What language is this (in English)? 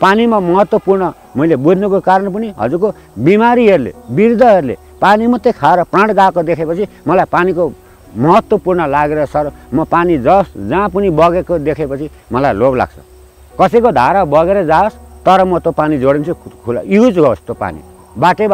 Nepali